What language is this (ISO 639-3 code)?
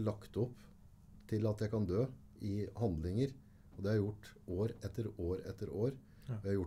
nor